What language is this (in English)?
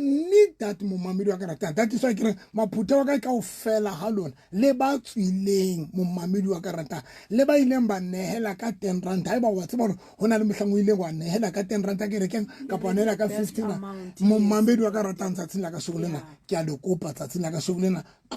Southern Sotho